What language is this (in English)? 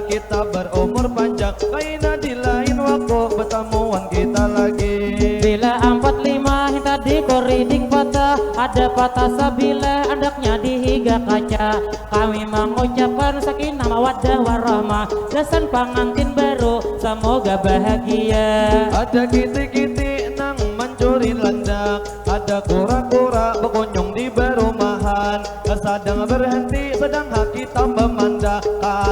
Banjar